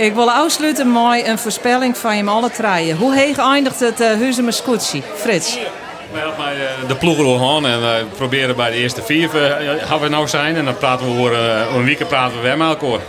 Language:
Western Frisian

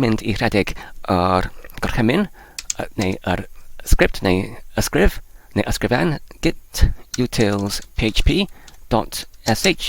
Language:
Welsh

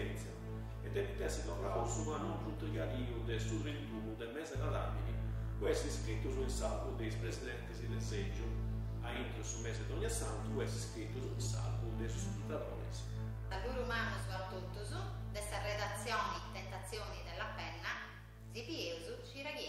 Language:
Sardinian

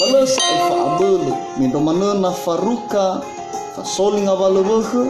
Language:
Nias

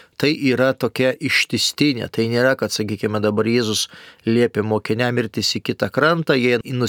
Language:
Lithuanian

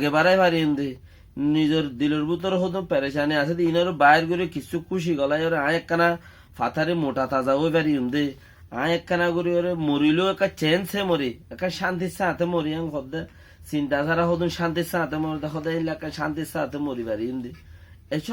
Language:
Rohingya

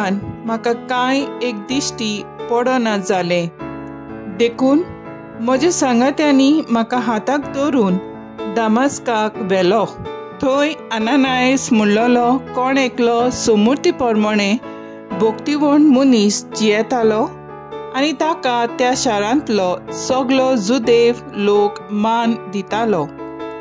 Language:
Konkani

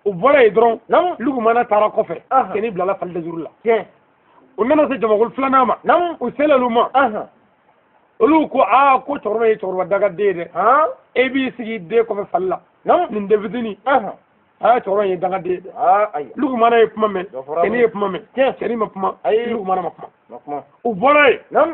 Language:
Bambara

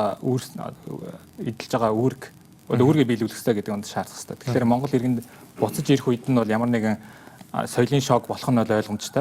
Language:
Mongolian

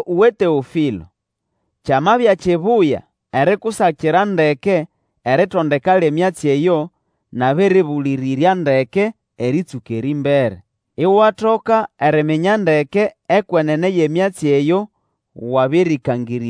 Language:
Nande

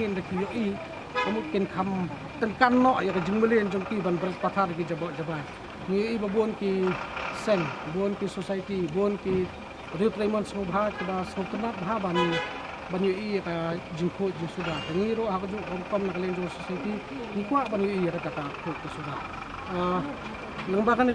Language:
Khasi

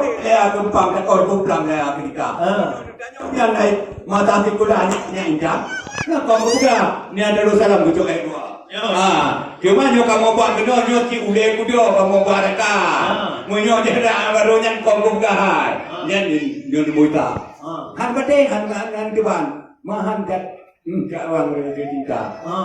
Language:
Achinese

